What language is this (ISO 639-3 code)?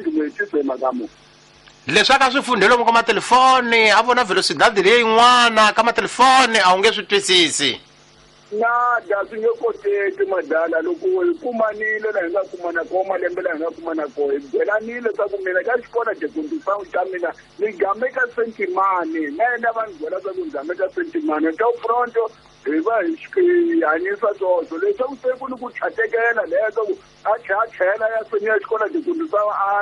tso